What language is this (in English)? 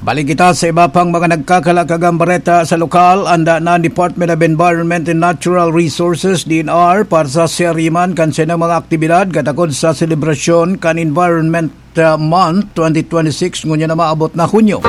Bikol